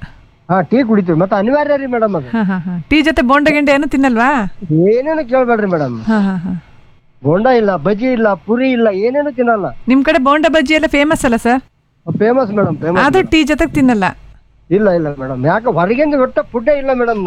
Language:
Kannada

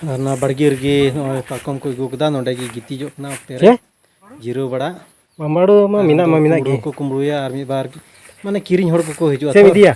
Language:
Santali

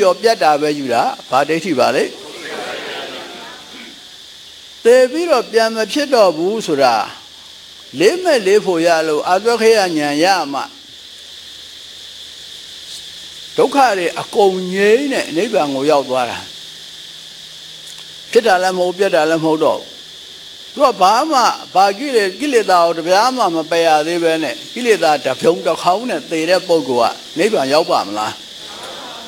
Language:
Burmese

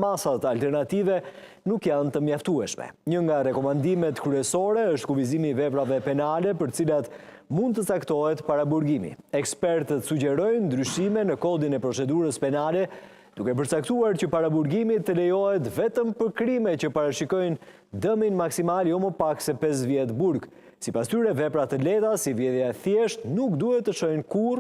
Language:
Albanian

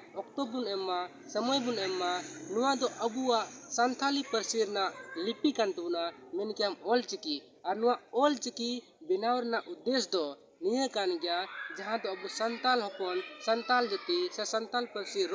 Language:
Santali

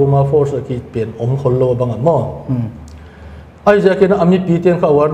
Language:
Paite Chin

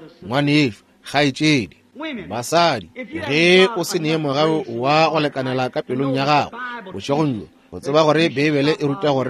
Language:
Northern Sotho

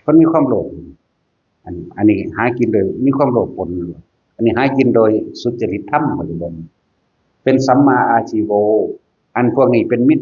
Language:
Northeastern Thai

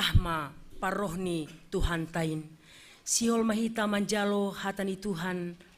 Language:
Batak Simalungun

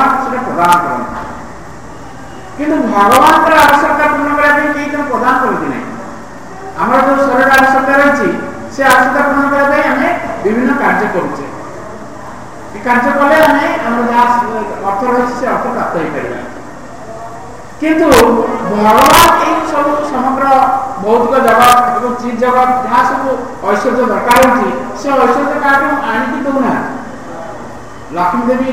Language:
Odia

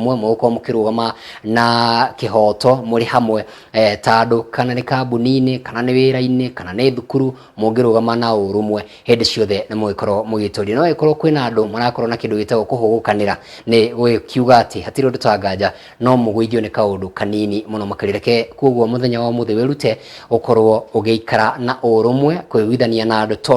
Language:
Kikuyu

